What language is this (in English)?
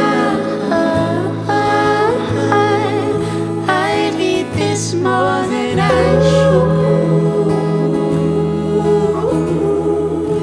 English